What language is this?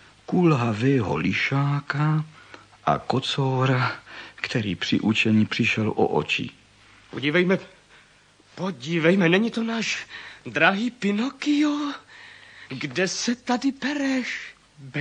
Czech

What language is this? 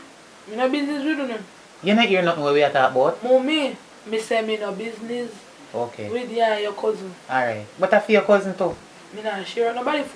Jamaican Creole English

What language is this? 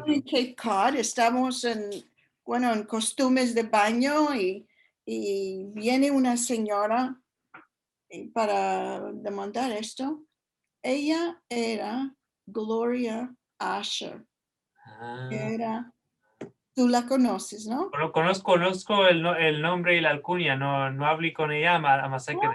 Ladino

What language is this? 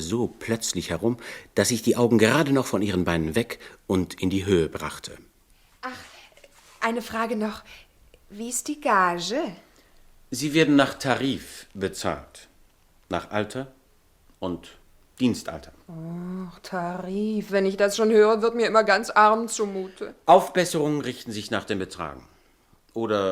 Swiss German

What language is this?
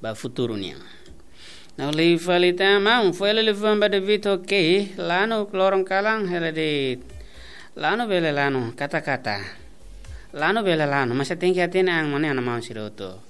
Tetum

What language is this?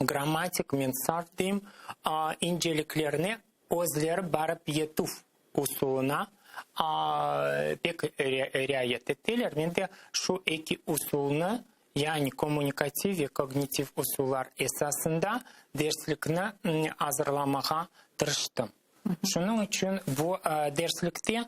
Crimean Tatar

